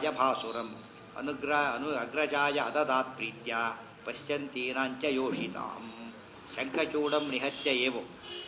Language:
Kannada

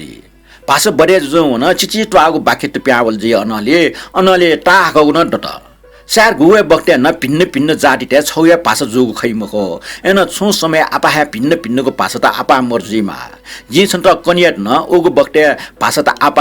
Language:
Newari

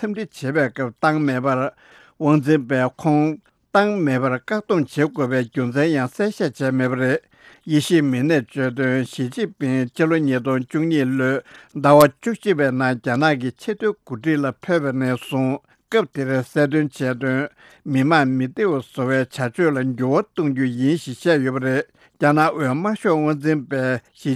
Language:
Tibetan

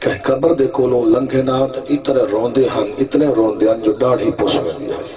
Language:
Saraiki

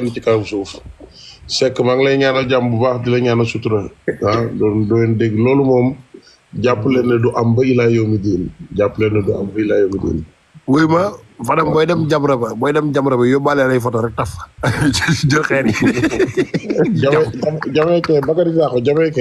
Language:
Wolof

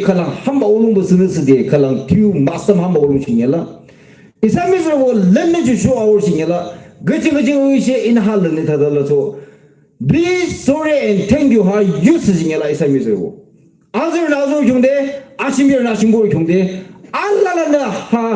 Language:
Yimchungru Naga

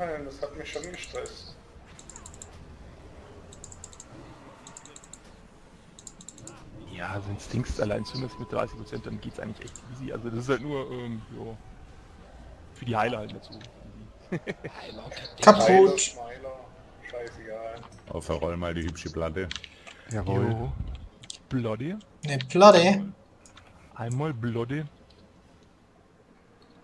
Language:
German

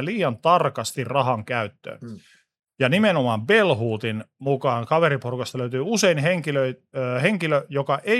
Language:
Finnish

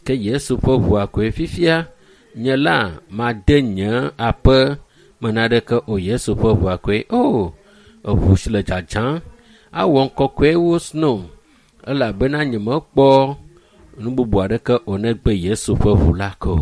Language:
Ewe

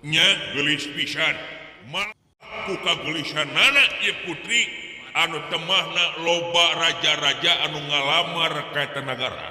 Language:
Sundanese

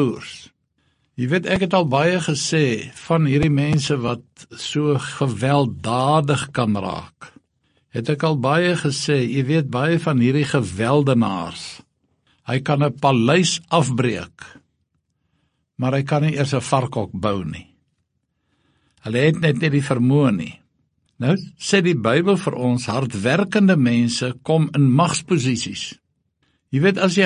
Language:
Afrikaans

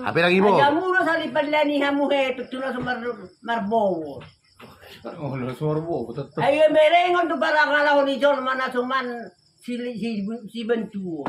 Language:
Batak Toba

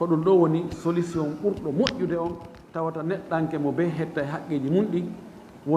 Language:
Fula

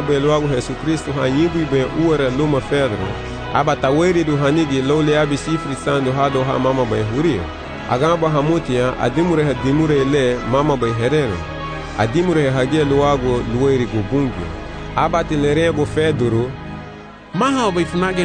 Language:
Garifuna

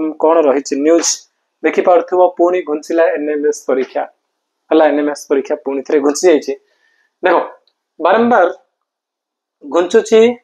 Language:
Odia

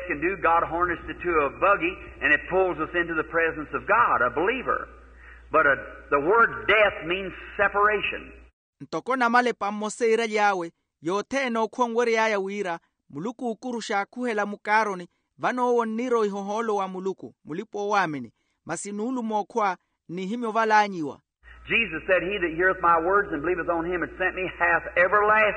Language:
Makhuwa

